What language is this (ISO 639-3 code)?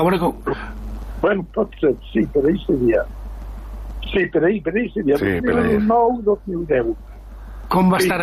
cat